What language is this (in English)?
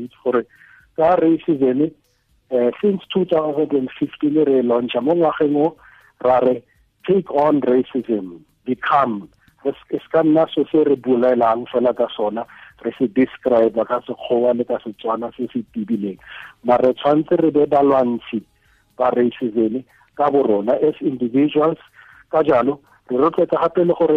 Tswana